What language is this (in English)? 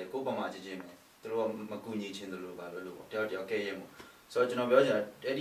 Burmese